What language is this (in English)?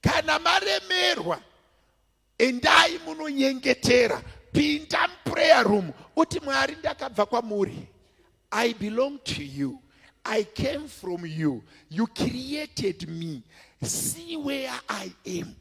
Shona